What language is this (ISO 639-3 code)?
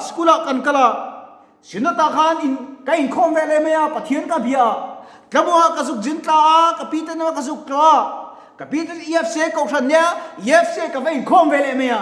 lus